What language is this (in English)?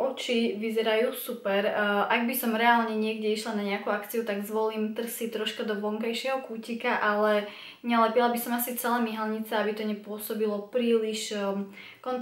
Slovak